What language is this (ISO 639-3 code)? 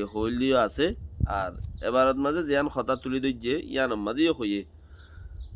rhg